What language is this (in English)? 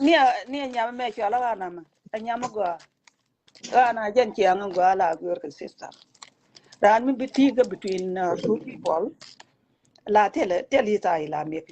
Nuer